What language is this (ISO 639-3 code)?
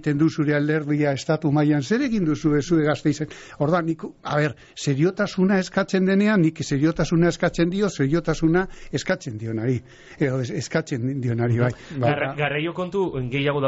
eus